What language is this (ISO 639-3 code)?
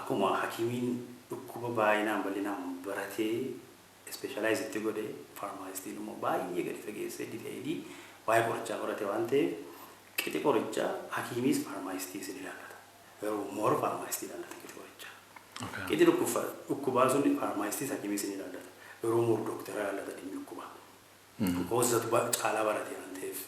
orm